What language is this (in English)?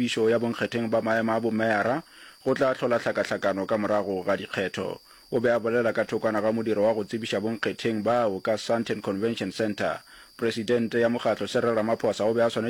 Northern Sotho